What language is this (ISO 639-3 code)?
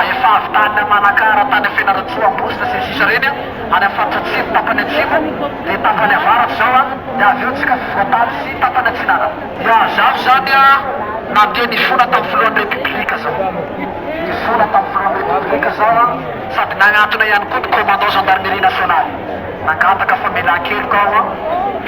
mlg